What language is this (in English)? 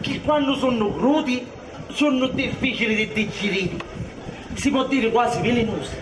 Sicilian